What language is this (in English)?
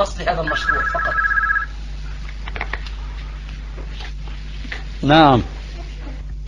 Arabic